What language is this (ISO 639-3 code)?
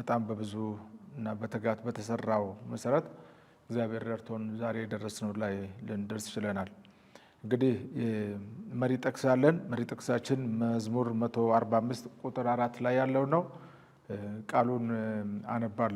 amh